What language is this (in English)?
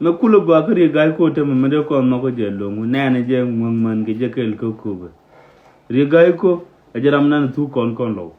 Nuer